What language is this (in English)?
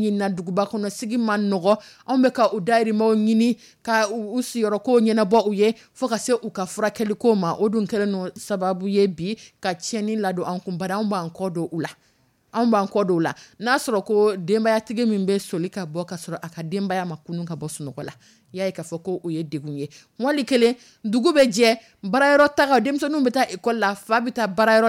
Dyula